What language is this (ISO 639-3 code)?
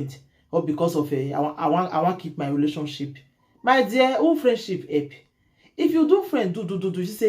pcm